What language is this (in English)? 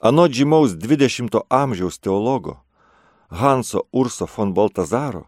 Lithuanian